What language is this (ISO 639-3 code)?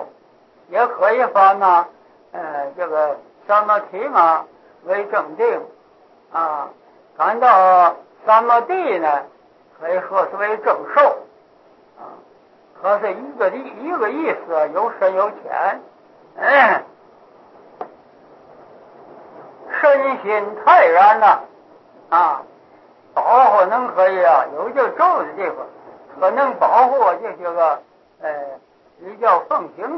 zho